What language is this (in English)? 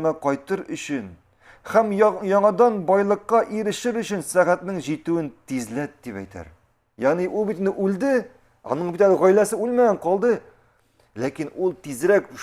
Tatar